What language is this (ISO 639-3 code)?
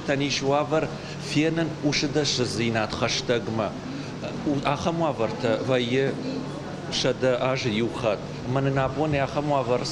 oss